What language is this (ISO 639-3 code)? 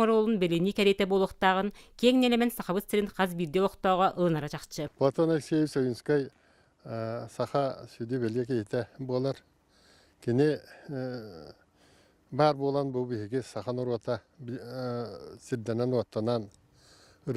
sah